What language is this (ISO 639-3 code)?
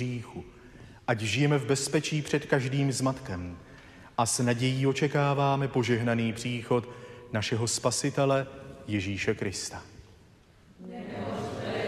ces